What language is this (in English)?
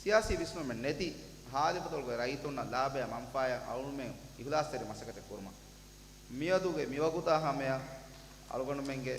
Divehi